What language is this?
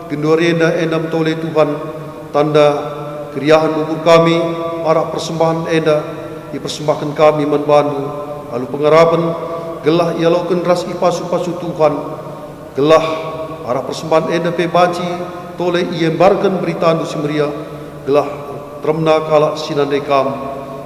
Batak Karo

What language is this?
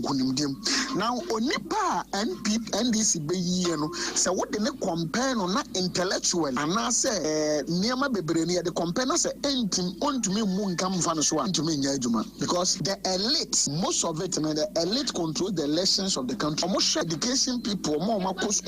Akan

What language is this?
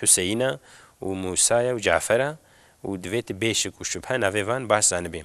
Kurdish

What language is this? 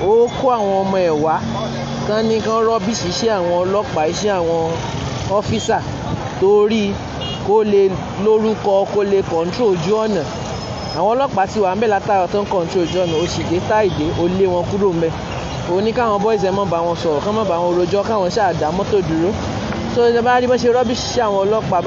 Yoruba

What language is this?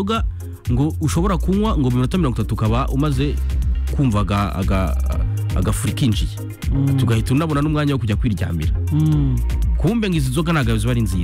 Kinyarwanda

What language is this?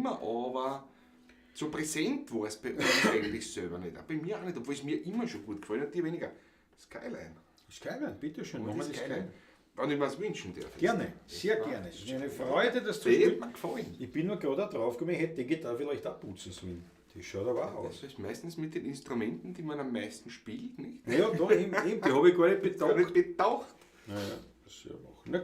Bavarian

